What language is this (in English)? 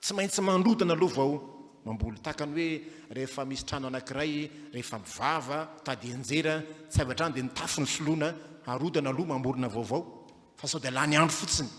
Malagasy